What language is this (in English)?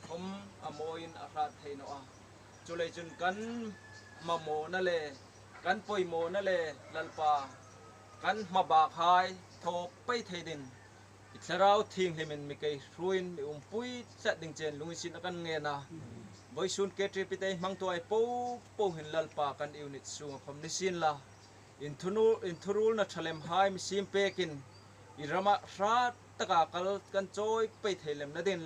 Hmar